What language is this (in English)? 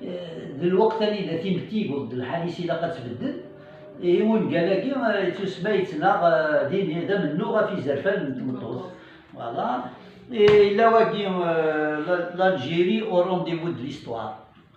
Kabyle